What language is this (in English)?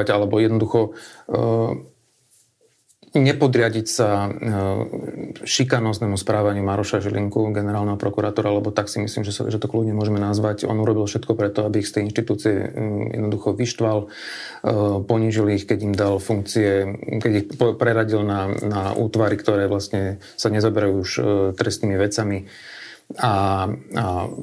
Slovak